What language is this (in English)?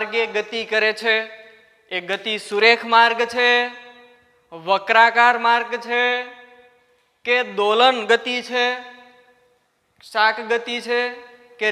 Gujarati